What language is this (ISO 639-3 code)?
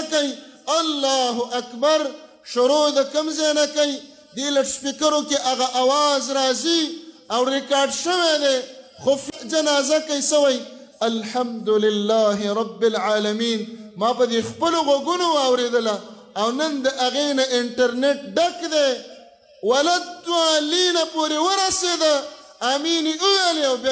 pus